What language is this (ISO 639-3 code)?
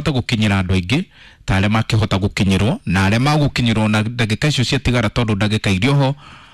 kik